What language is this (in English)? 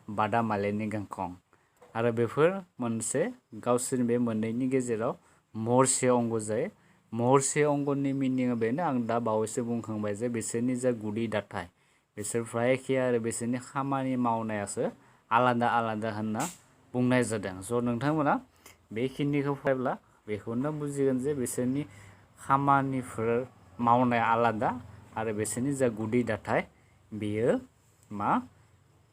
Bodo